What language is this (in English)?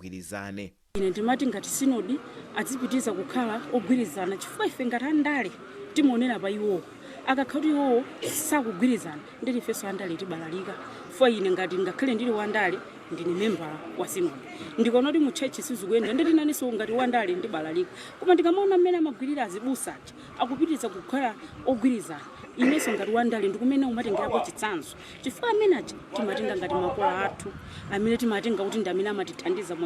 Nyanja